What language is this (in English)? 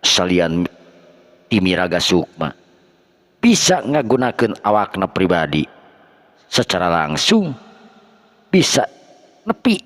Sundanese